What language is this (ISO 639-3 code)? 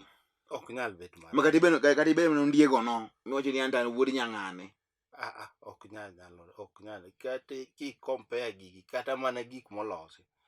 luo